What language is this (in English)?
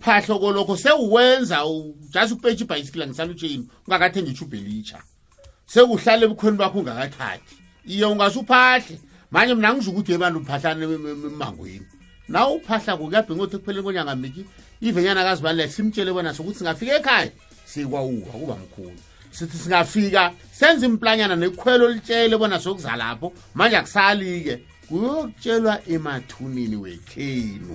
South Ndebele